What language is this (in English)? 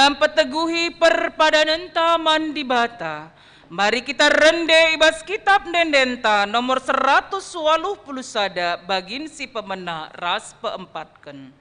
Batak Karo